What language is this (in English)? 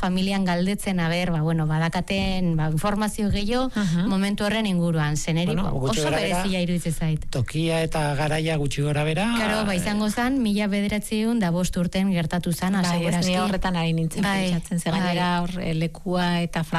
Basque